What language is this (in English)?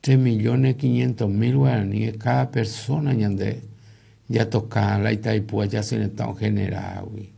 Guarani